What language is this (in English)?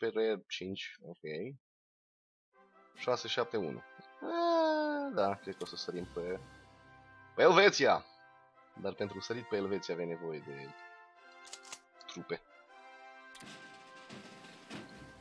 Romanian